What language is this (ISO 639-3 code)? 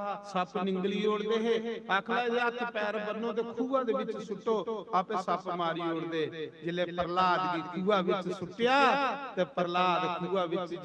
doi